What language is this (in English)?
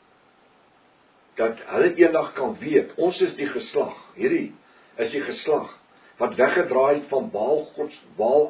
Afrikaans